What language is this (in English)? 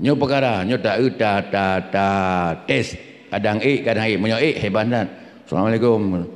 Achinese